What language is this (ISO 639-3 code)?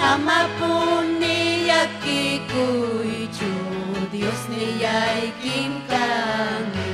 quy